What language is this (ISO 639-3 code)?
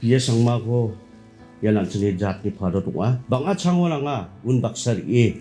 grt